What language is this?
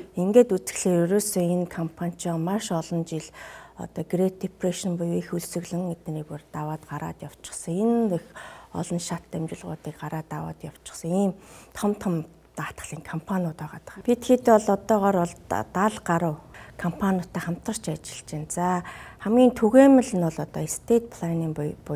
Mongolian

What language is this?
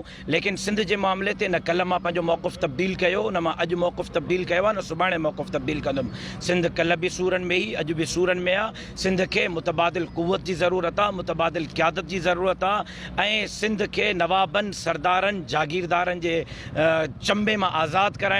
Sindhi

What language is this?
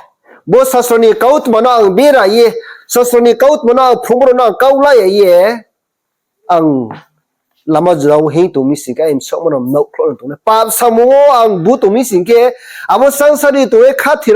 Riang (India)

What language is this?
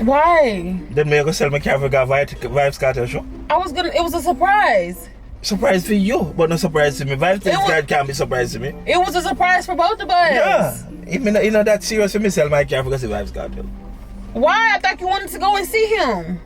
Jamaican Creole English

